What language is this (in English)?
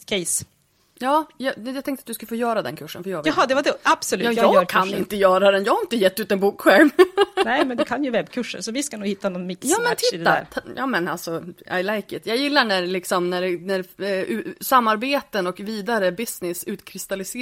Swedish